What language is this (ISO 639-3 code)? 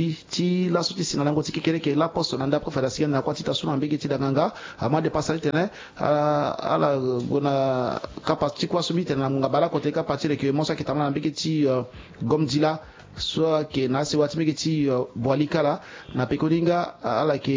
sag